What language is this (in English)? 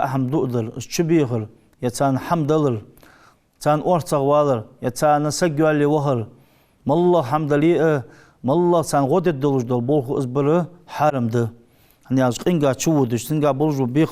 Ingush